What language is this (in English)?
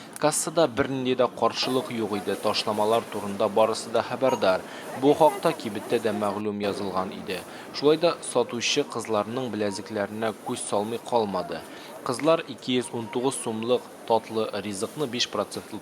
Tatar